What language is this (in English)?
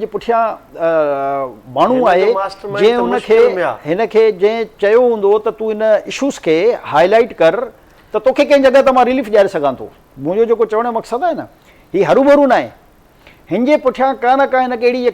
Sindhi